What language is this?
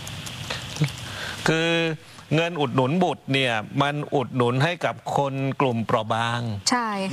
Thai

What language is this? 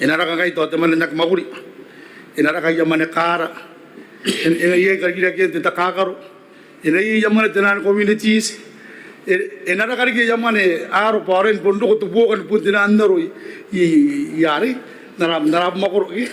Gilbertese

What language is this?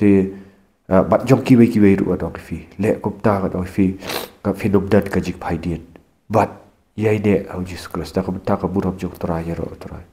Khasi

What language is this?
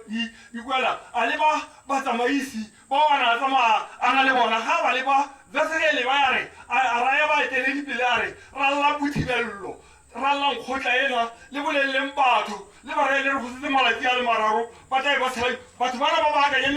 Tswana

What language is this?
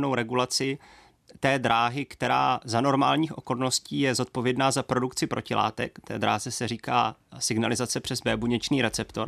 Czech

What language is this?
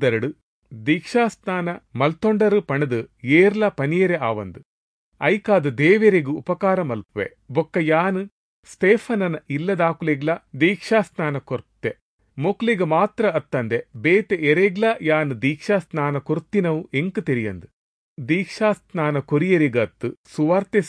Tulu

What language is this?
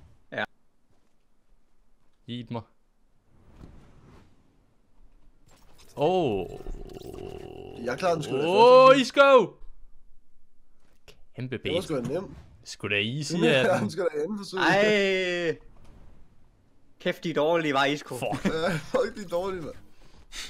Danish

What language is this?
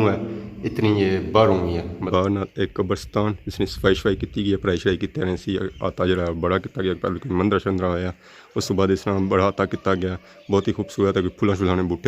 Pahari-Potwari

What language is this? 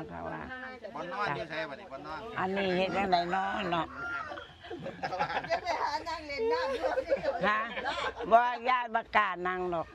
Lao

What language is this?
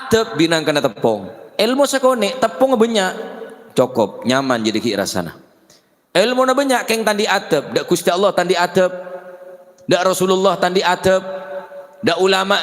Madurese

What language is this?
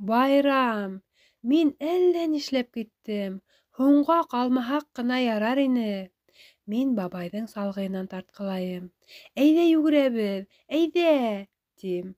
Bashkir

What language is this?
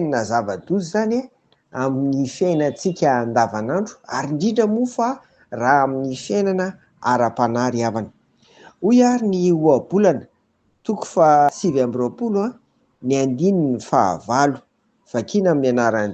Malagasy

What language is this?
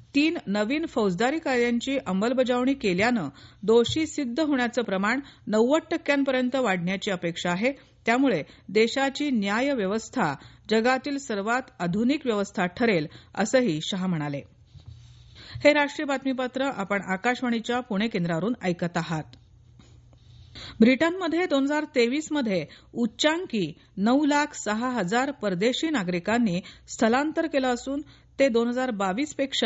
Marathi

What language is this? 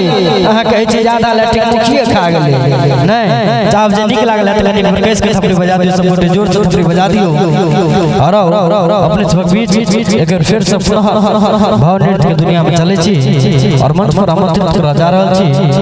Maithili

